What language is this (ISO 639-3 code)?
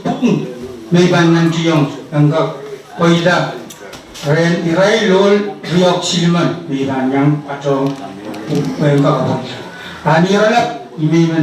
pon